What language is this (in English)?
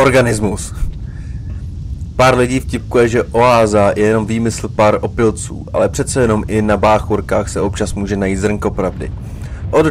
Czech